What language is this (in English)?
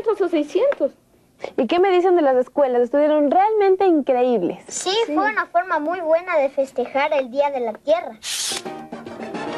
Spanish